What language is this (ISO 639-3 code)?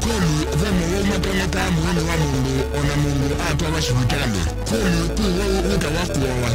kam